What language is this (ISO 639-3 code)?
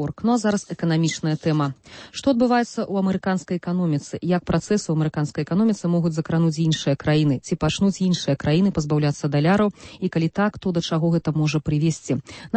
bel